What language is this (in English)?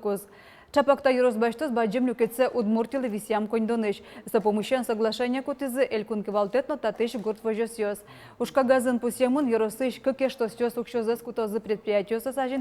Udmurt